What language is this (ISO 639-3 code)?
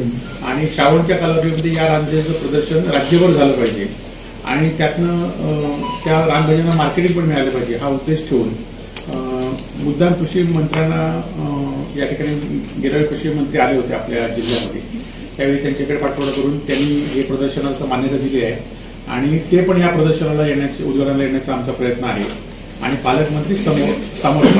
mar